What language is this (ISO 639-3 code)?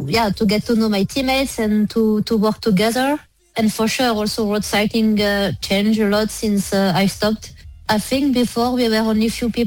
eng